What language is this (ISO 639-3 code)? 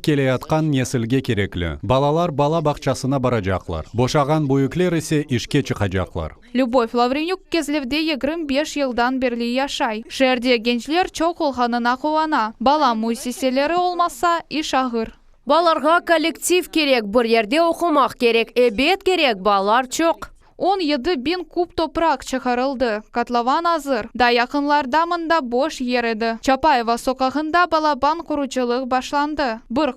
crh